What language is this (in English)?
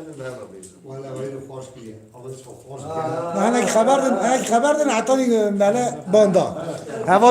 Kurdish